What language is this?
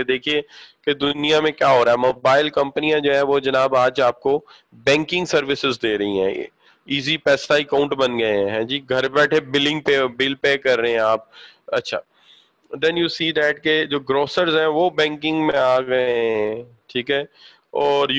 Urdu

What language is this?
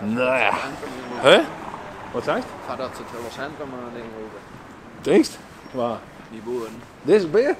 Western Frisian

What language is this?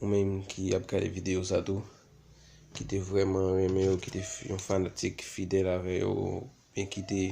Haitian Creole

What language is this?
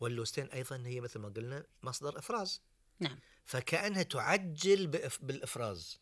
Gulf Arabic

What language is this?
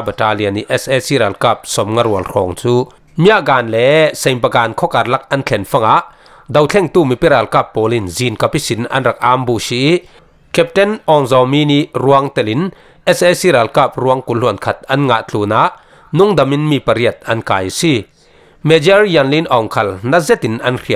Falam Chin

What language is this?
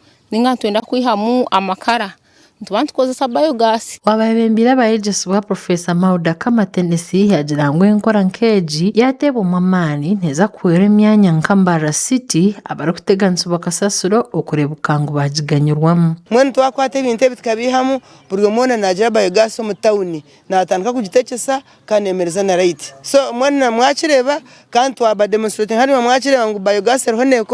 Nyankole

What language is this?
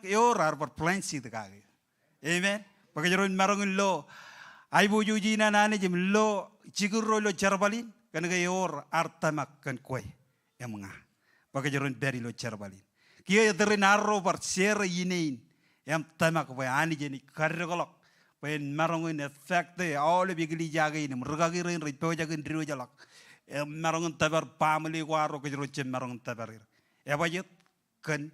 Marshallese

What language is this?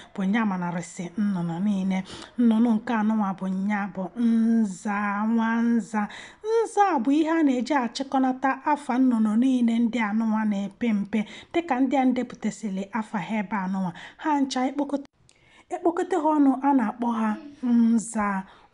Igbo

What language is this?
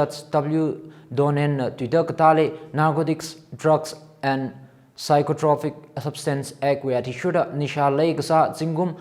Tangkhul Naga (India)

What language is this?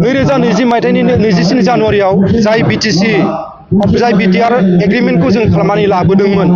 Bodo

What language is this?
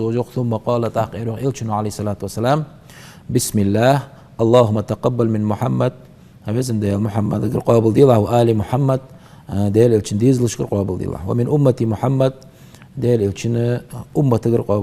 Ingush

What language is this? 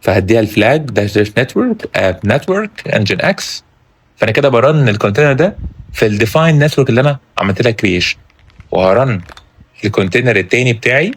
Egyptian Arabic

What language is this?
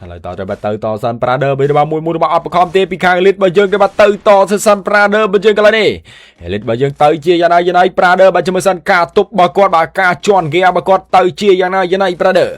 Khmer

